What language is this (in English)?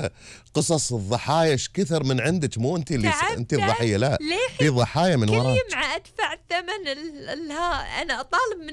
Gulf Arabic